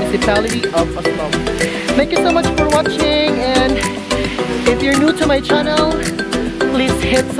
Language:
Cebuano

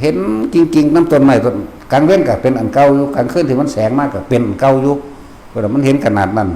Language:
Northeastern Thai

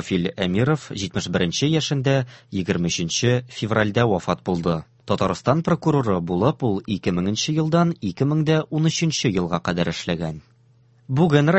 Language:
Tatar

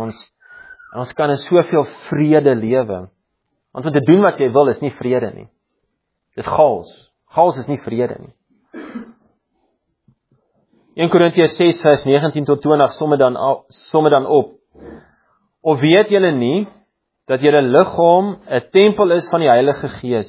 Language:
Afrikaans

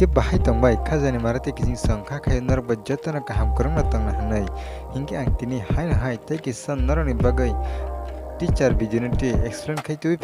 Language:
Kok Borok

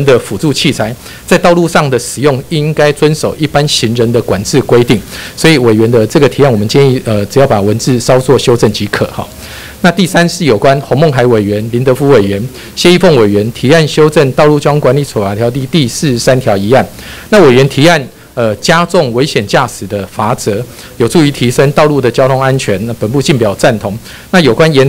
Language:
Chinese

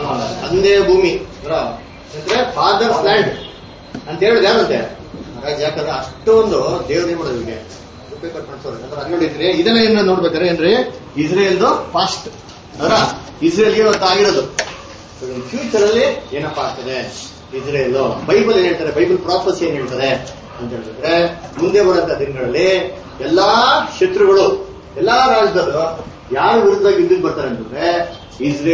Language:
Kannada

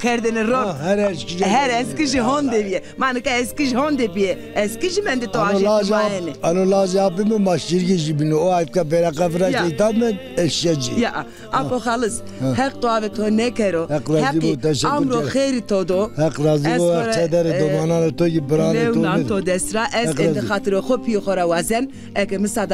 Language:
Zaza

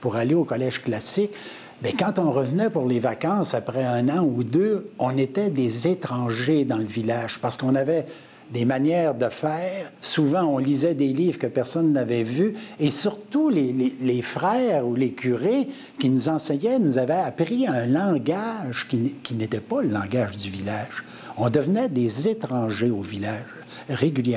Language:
French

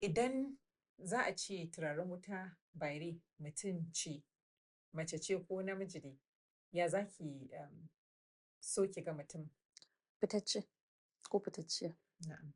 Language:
Hausa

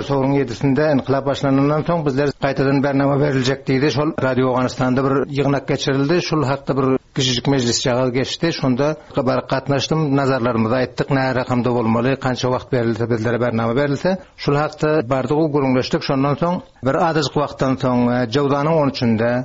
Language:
Turkmen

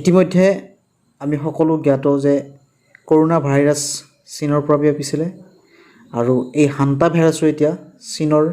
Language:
Assamese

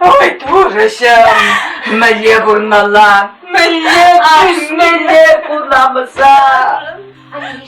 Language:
Chuvash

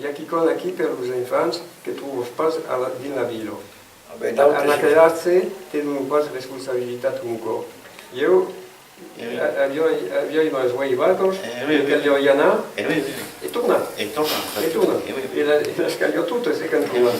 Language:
Occitan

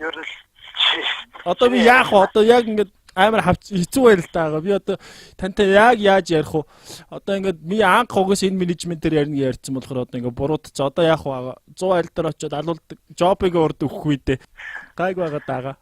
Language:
Mongolian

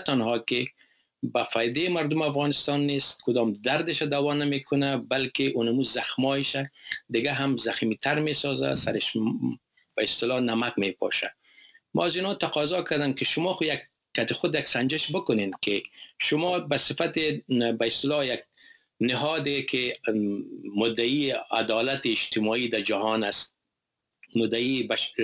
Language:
Persian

